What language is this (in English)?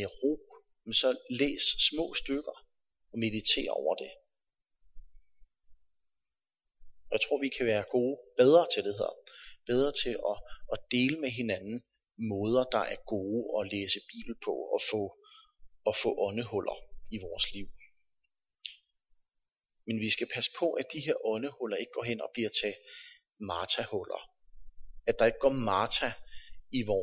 Danish